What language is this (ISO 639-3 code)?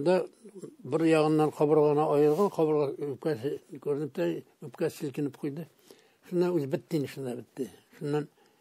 tat